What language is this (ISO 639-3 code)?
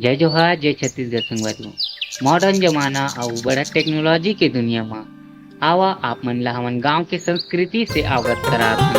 hne